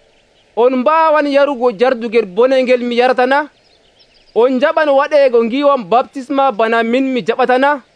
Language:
Nigerian Fulfulde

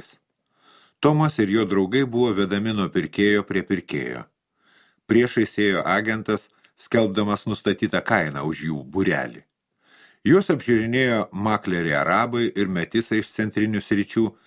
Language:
Lithuanian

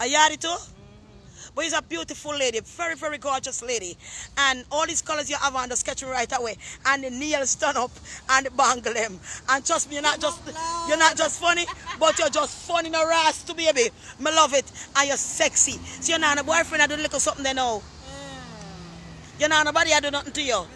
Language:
Jamaican Creole English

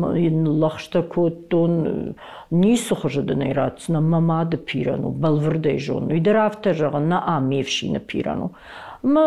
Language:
Ossetic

